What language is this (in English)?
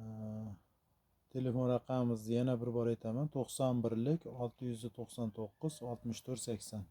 Uzbek